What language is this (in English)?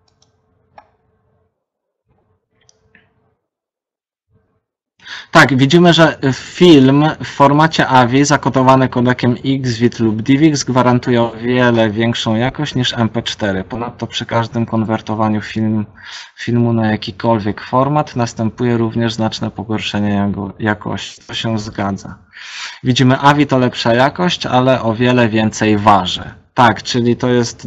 Polish